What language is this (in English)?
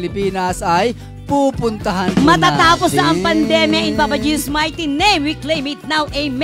Filipino